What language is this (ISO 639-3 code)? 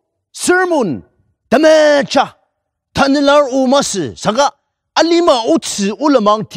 njo